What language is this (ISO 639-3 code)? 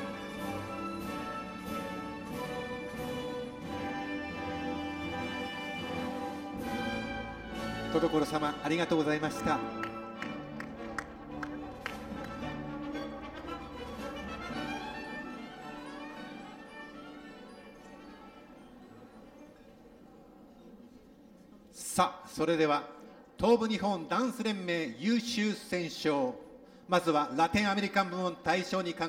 jpn